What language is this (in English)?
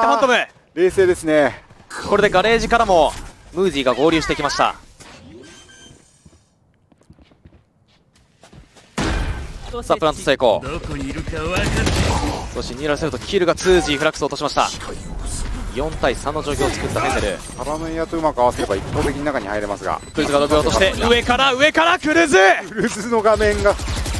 Japanese